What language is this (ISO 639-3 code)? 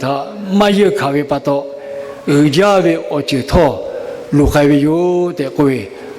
lhu